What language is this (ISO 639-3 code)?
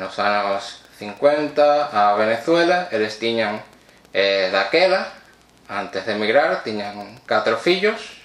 glg